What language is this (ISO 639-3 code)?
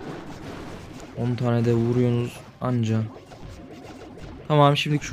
tur